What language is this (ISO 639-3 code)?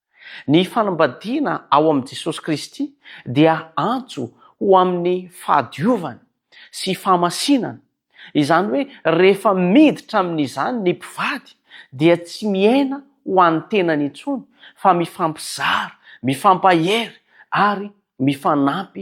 mlg